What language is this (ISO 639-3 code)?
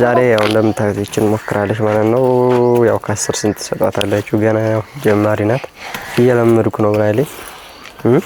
amh